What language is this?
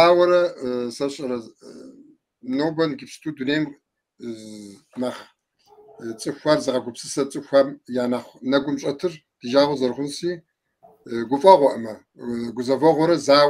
Kabardian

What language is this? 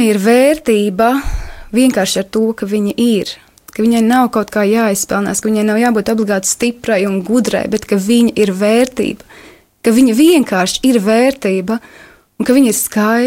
Latvian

